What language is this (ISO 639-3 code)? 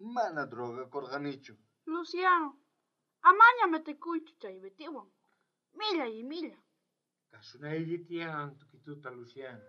quh